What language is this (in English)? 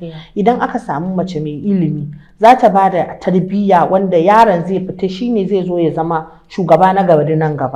Hausa